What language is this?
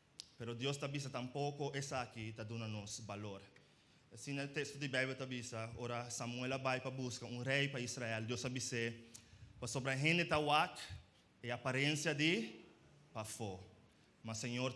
Papiamento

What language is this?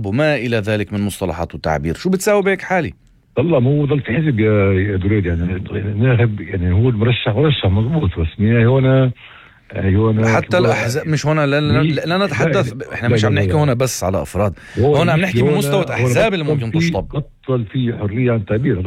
North Levantine Arabic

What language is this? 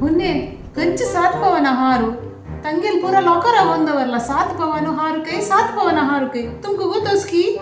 Konkani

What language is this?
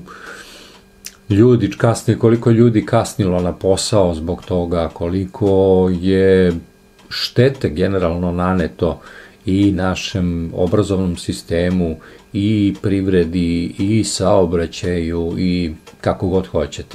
Serbian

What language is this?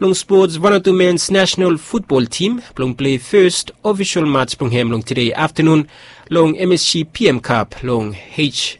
Bislama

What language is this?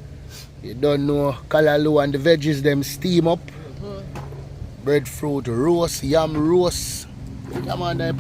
Jamaican Creole English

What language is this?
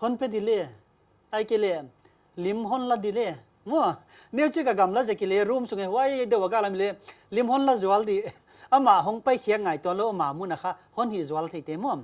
Paite Chin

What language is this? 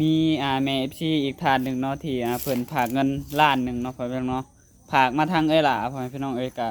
Northeastern Thai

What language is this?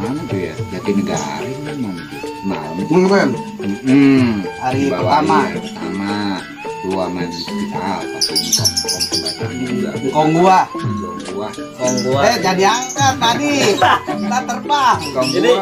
Betawi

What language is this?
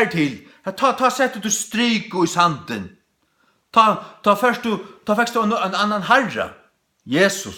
Faroese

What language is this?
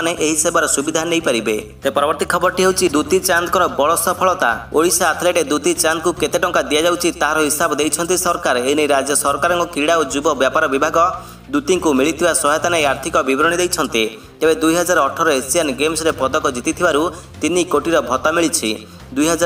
Odia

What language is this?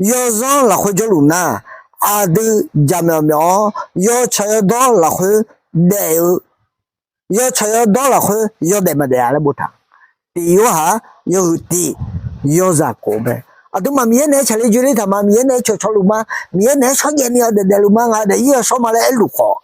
Akha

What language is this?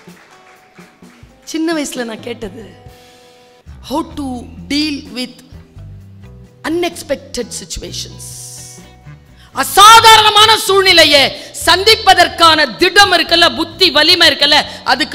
Tamil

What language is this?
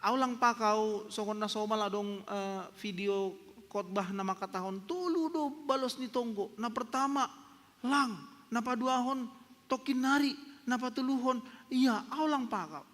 Batak Simalungun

